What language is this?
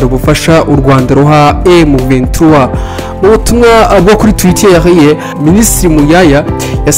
Kinyarwanda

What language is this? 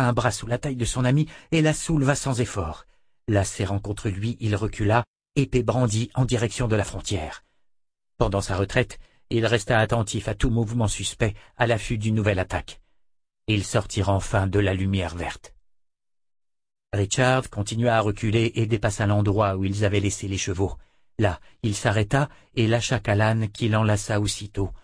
French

